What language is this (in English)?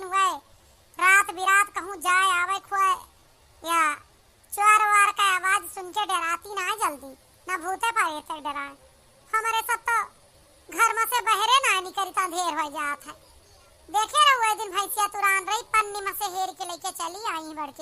Awadhi